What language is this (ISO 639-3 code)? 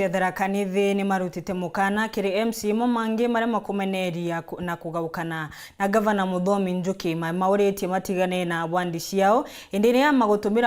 mer